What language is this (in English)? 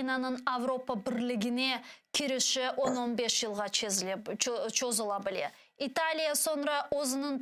Crimean Tatar